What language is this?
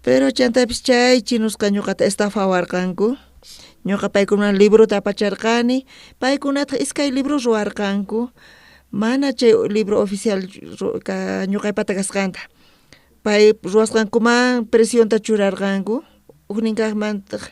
South Bolivian Quechua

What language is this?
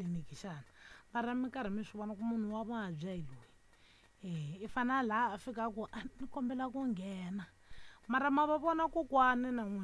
Tsonga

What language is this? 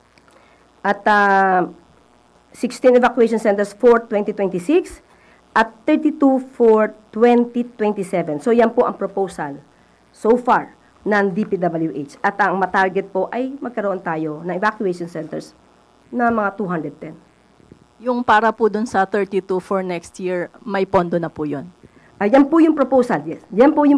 Filipino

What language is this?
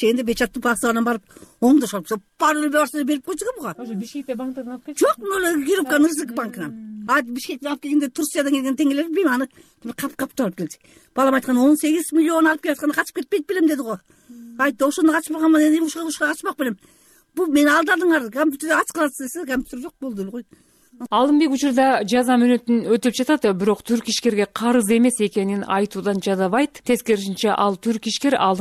Kyrgyz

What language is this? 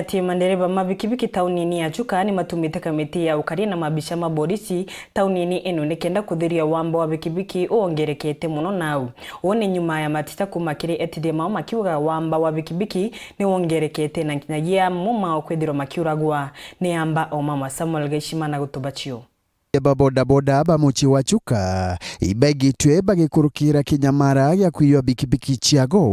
Meru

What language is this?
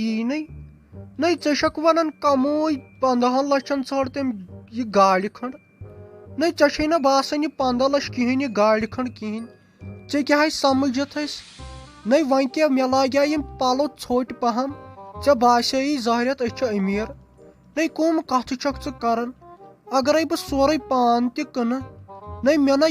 Kashmiri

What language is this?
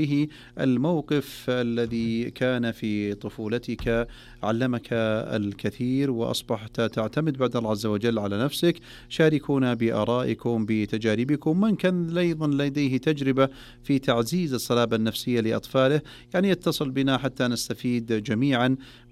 Najdi Arabic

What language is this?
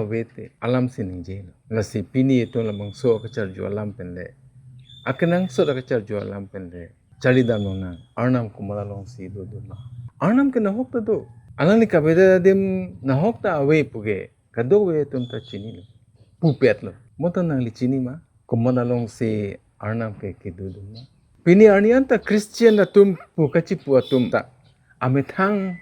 Karbi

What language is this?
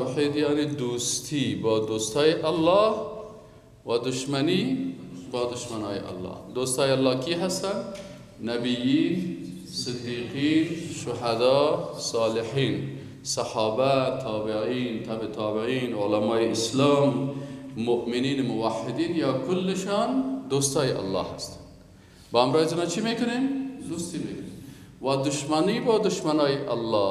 Persian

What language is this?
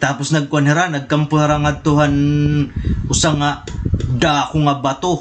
Waray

